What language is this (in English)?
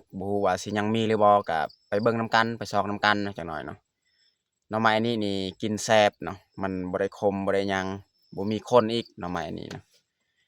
Lao